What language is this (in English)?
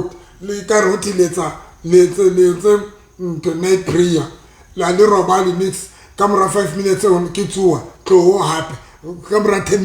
Southern Sotho